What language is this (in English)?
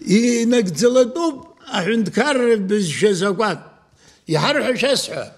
Abkhazian